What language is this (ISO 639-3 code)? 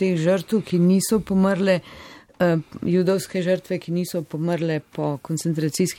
slv